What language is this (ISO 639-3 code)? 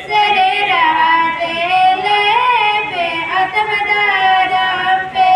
sat